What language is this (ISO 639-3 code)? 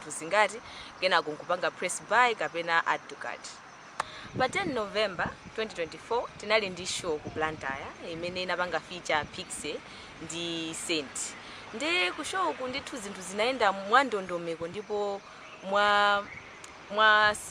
nya